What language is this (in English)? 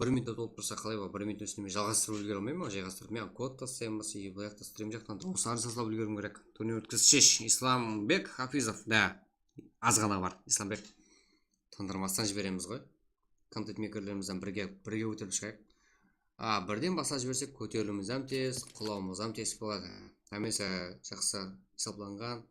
Kara-Kalpak